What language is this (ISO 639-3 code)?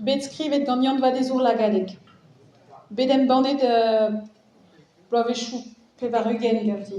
bre